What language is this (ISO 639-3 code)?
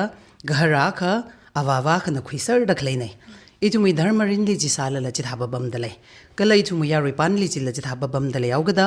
nmf